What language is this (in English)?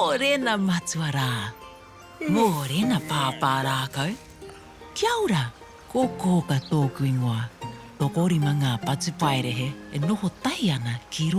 Māori